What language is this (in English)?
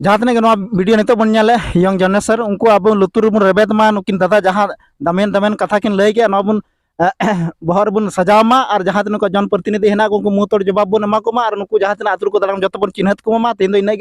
Santali